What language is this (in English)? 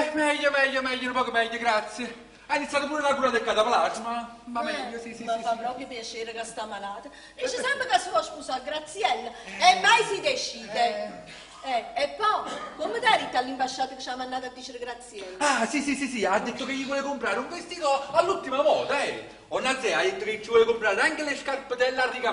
Neapolitan